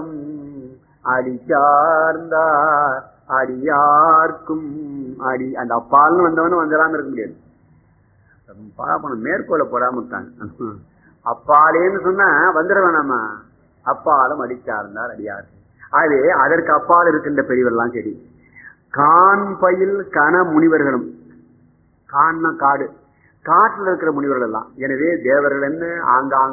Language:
Tamil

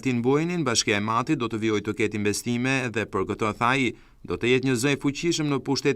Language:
Albanian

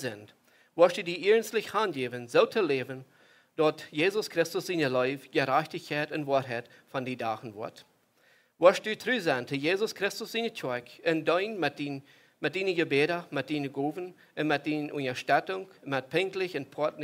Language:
Plautdietsch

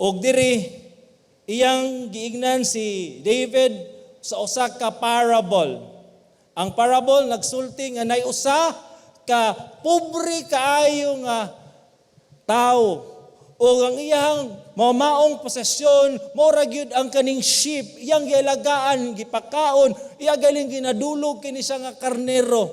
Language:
Cebuano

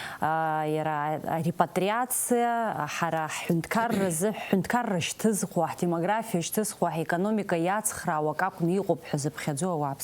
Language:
Abkhazian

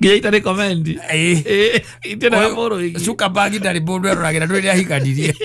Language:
Kikuyu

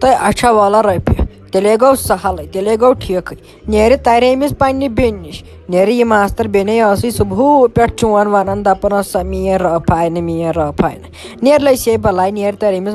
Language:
Kashmiri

